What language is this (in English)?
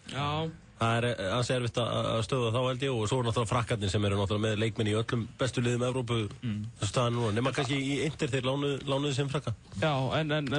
Icelandic